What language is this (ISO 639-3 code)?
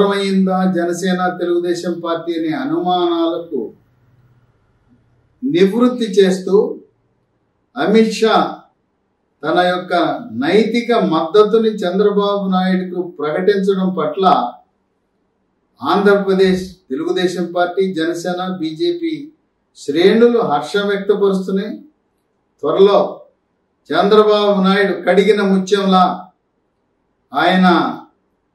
tel